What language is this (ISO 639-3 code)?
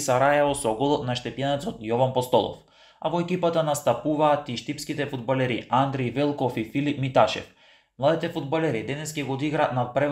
mkd